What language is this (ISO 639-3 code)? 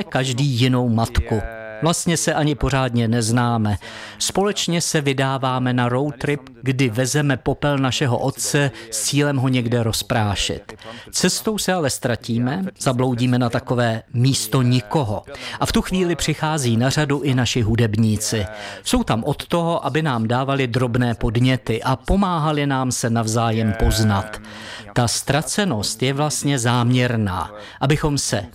ces